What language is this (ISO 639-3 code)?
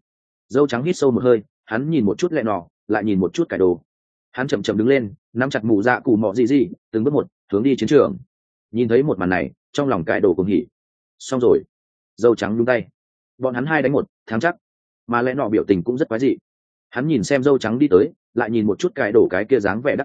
vie